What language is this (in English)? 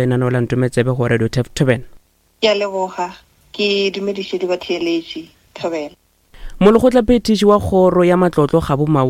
Northern Sotho